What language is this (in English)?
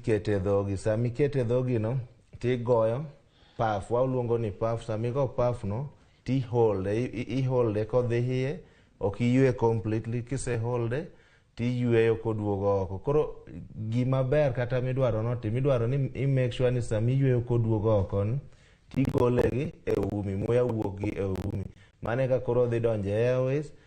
Luo (Kenya and Tanzania)